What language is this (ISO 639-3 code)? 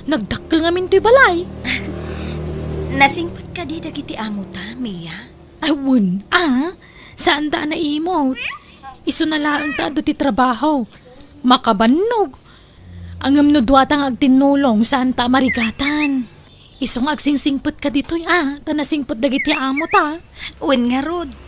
ilo